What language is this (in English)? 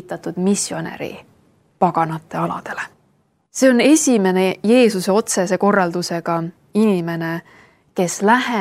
Estonian